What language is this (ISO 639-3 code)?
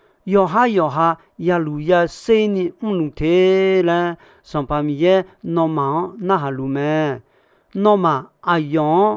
ahk